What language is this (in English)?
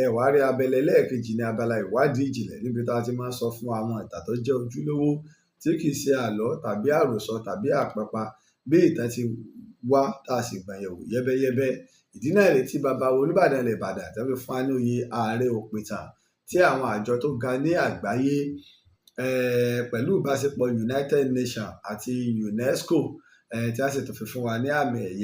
Yoruba